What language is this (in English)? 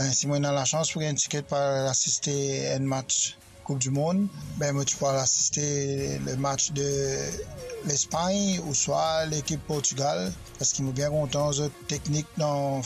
Morisyen